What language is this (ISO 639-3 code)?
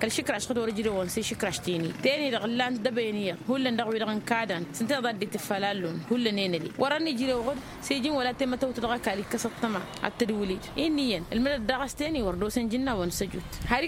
taq